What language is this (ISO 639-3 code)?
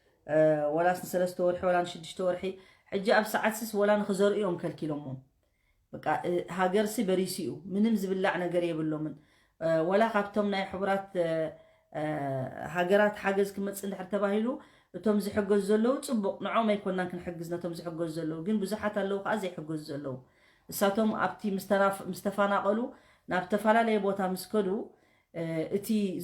tir